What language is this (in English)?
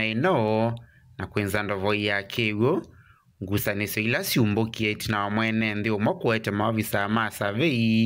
Kamba